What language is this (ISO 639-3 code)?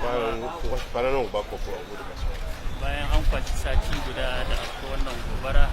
hau